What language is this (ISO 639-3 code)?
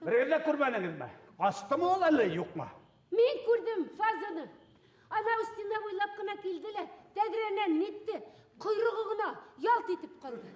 bak